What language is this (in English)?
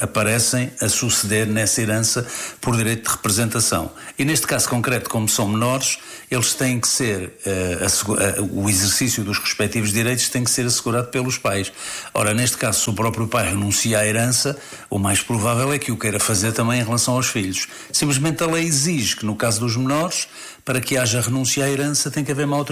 Portuguese